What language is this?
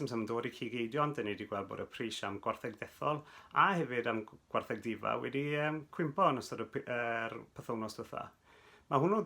Welsh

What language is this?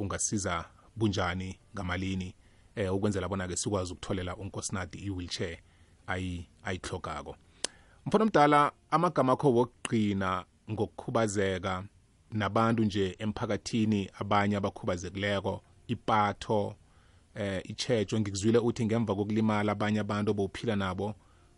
South Ndebele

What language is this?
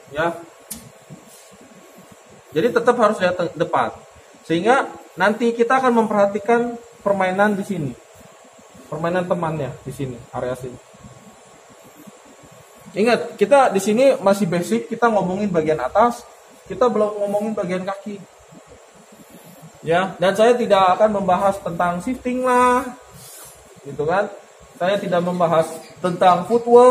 Indonesian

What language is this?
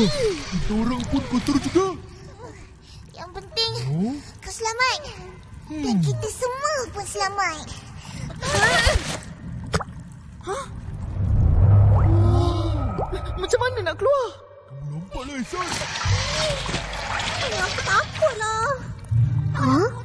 Malay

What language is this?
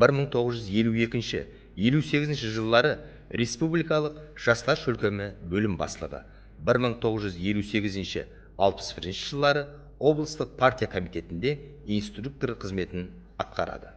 Kara-Kalpak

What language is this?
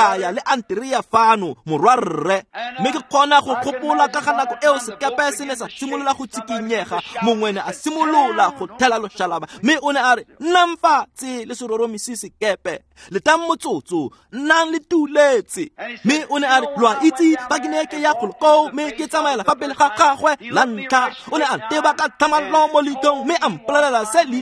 Tswana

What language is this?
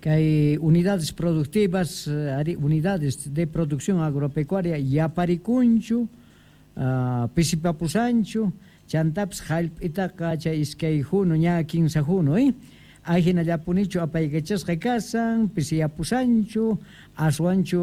South Bolivian Quechua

